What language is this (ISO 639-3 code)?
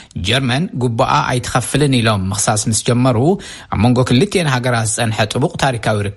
tir